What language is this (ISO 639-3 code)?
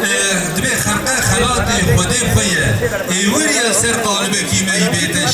kur